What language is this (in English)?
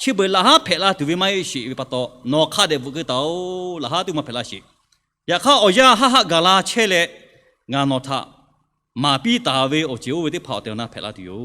Lahu